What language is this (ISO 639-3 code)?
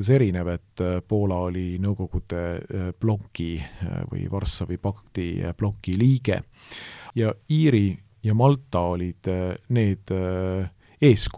est